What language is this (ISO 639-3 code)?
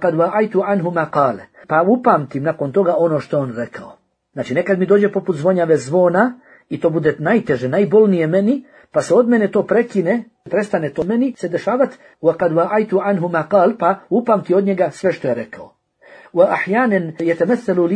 bos